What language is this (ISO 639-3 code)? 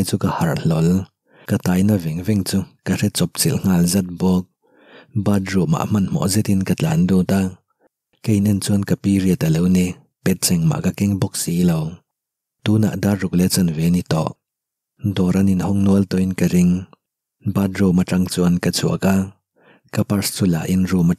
lus